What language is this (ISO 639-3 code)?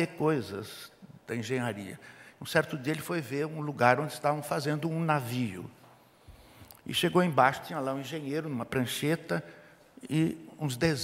por